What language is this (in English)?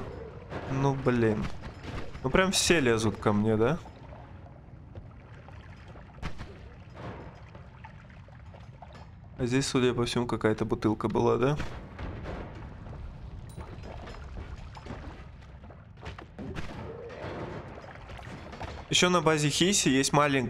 Russian